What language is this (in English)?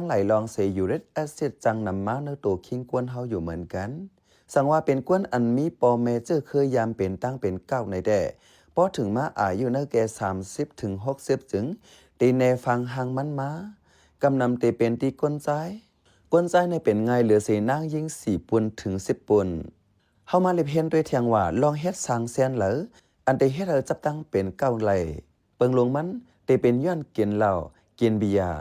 Shan